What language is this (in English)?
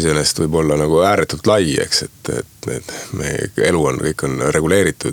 Estonian